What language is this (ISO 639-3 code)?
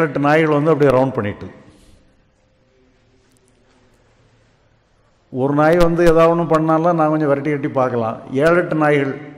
tam